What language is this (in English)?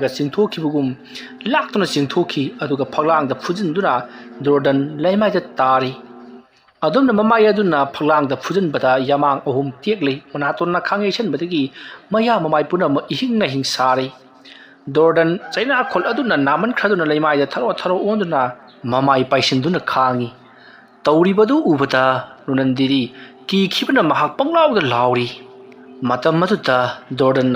Manipuri